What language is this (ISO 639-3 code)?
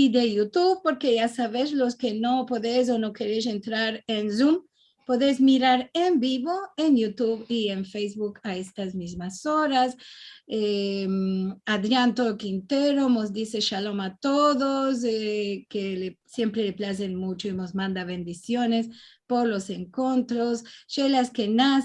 lad